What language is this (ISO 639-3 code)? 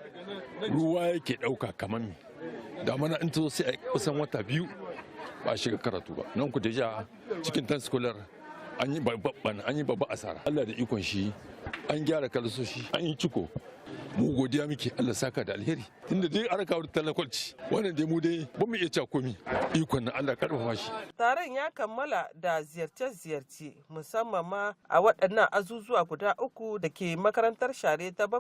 hau